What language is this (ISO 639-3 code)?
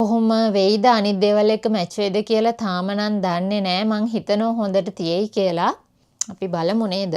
sin